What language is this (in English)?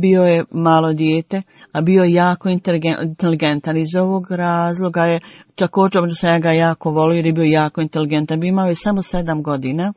Bosnian